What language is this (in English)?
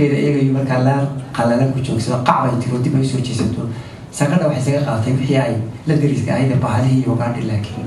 Somali